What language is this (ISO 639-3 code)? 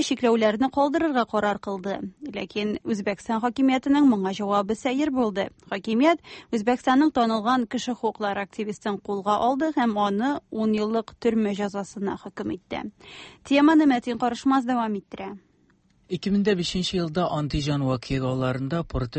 tat